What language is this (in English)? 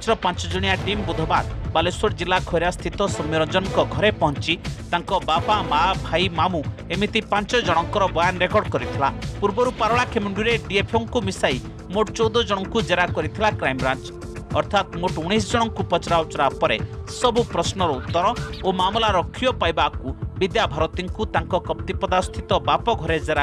Odia